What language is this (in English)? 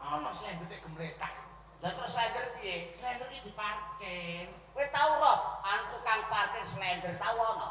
Javanese